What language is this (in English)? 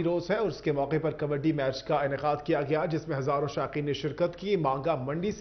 Urdu